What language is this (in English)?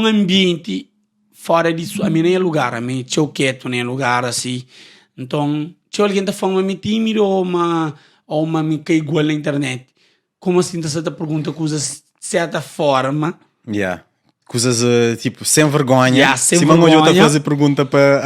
Kabuverdianu